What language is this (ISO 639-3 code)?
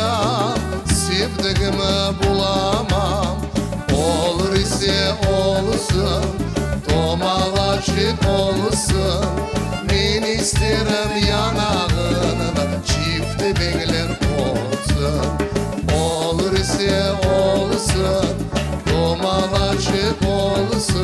crh